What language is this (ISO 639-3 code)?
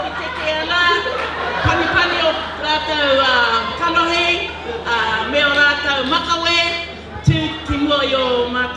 mri